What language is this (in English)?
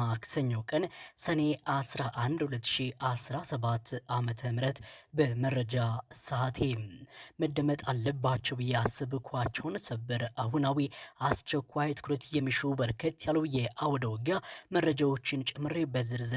Amharic